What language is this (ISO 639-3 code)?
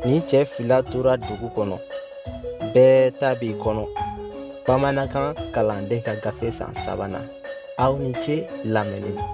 bam